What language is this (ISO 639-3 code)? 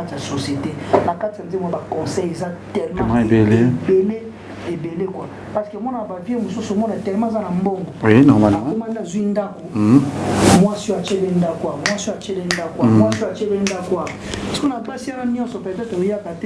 lin